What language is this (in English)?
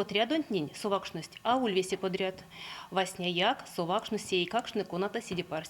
Erzya